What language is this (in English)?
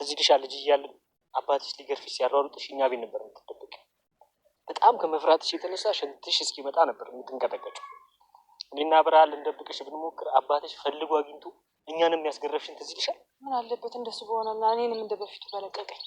Amharic